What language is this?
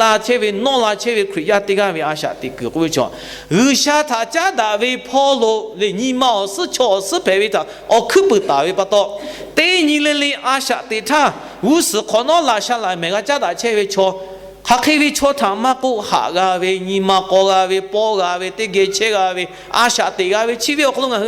Lahu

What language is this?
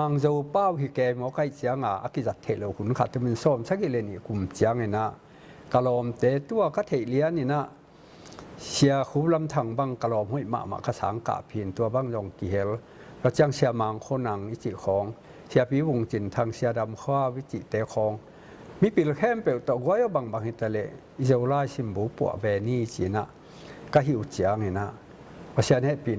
Tedim Chin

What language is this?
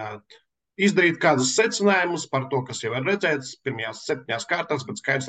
Latvian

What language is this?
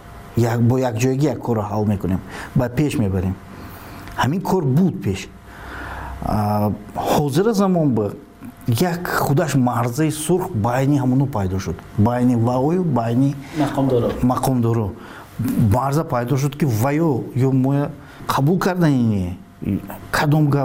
Persian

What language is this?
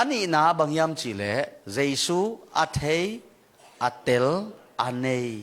Tedim Chin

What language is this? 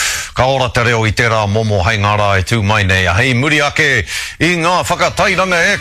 Māori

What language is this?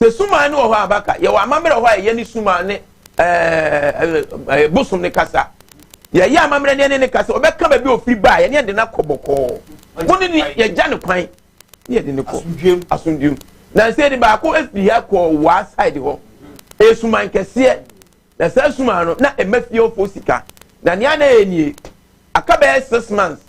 Akan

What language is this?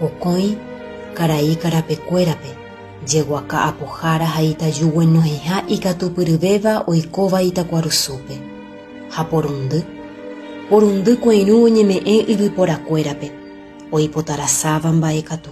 Guarani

